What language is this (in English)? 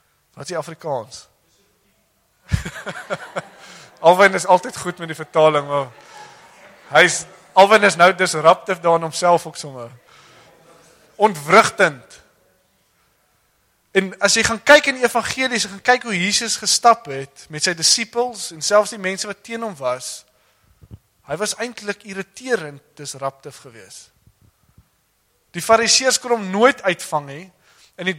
Afrikaans